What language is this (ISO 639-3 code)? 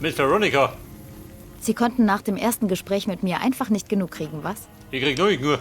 bar